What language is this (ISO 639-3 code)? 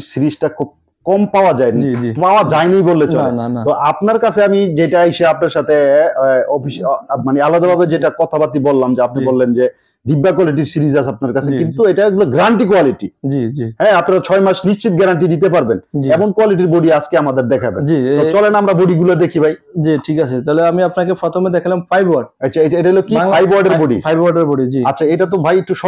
ben